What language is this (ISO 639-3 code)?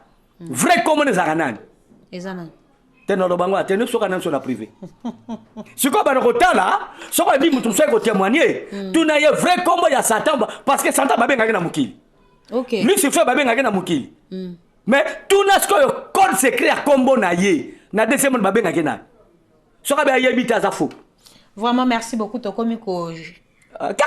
lin